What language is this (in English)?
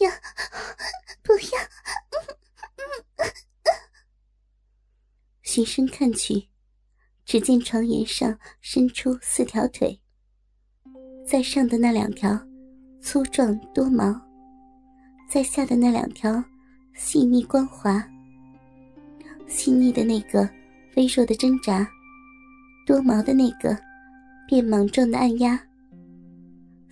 Chinese